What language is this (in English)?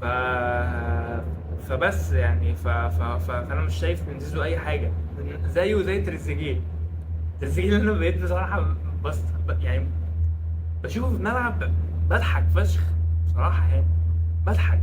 Egyptian Arabic